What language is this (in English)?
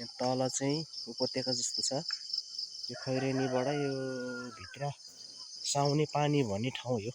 Nepali